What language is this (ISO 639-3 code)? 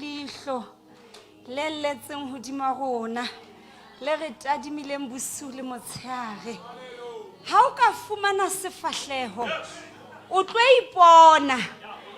sot